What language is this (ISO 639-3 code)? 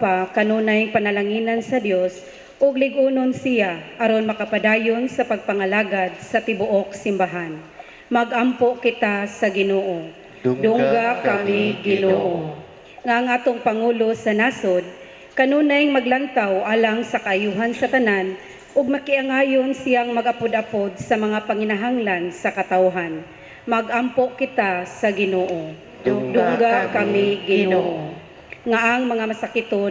ceb